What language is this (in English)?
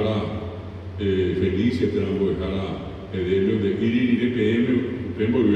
Guarani